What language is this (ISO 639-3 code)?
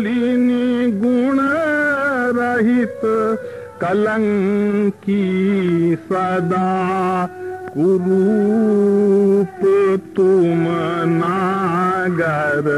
hin